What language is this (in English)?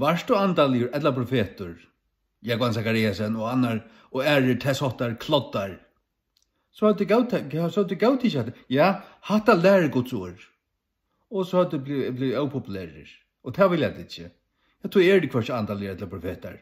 Faroese